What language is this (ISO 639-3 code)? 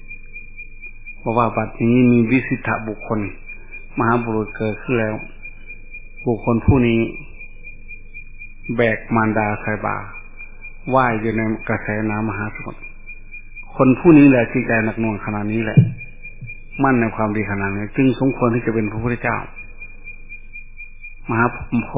tha